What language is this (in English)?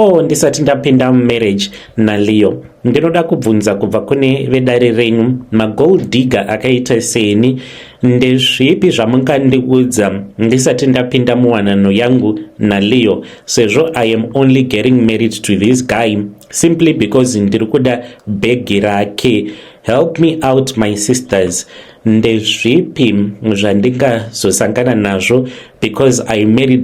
Shona